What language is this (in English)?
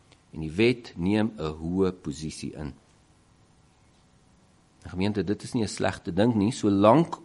Afrikaans